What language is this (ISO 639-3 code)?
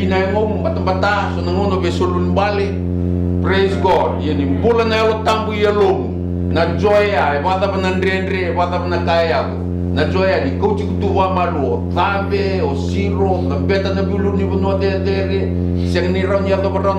fij